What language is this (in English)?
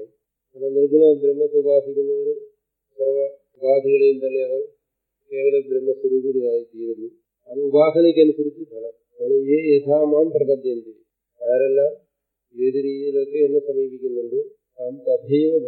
Malayalam